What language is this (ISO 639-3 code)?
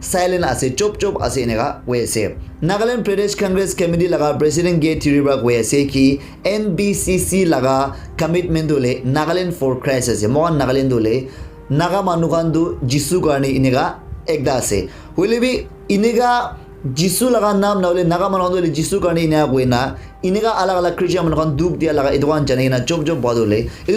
nag